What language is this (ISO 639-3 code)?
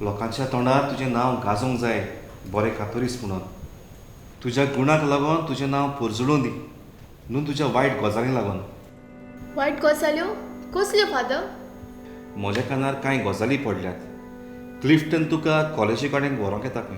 kok